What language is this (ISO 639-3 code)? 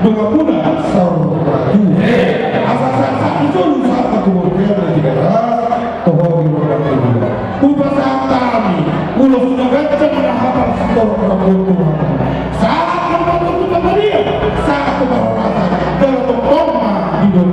bbc